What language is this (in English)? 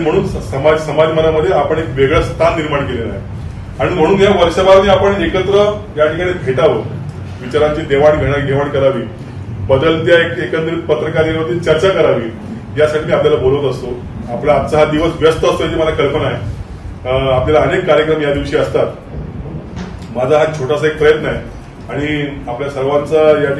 Marathi